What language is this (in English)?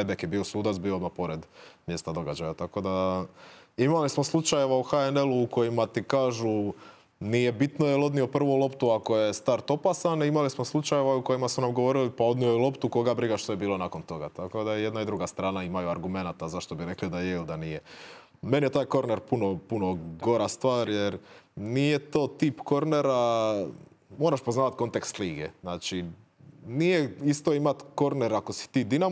Croatian